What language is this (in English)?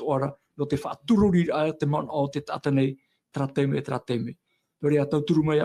Tahitian